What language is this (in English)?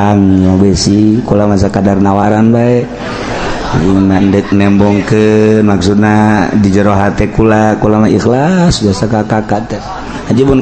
Sundanese